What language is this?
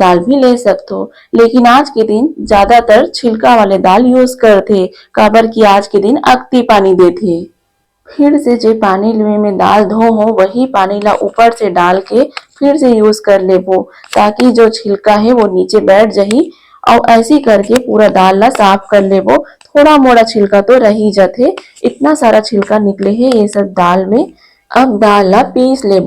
Chhattisgarhi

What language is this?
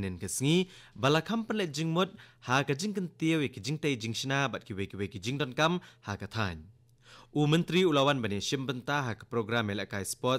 Khasi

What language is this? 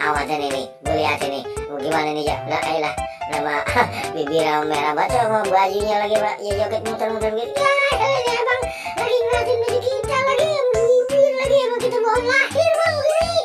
Betawi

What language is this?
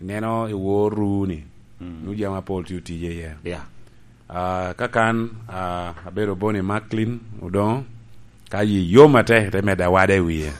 Lango (Uganda)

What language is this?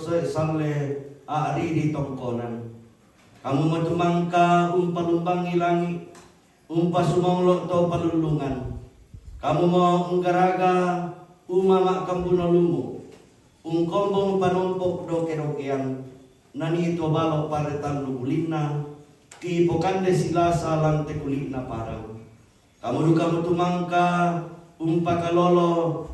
Toraja-Sa'dan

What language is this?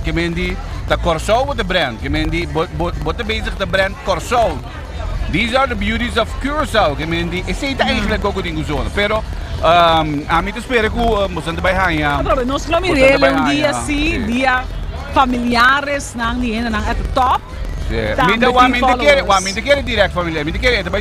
Papiamento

